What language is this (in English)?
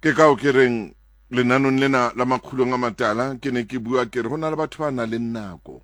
Tswana